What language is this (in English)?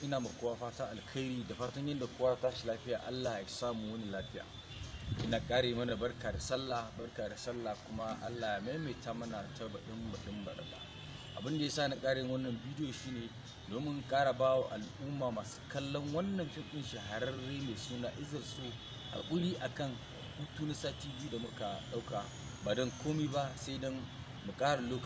Hausa